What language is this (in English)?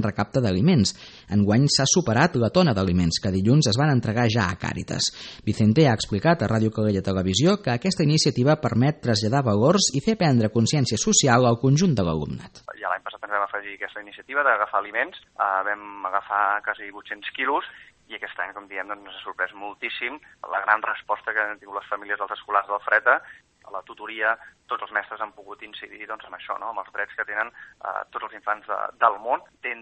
Catalan